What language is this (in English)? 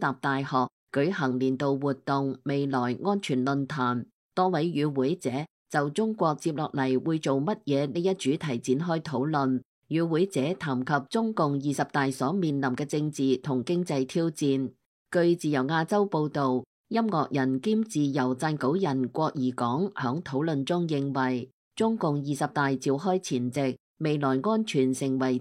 Cantonese